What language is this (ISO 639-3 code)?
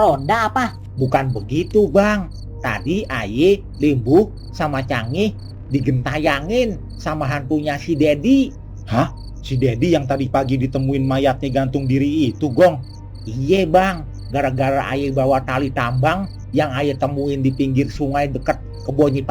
bew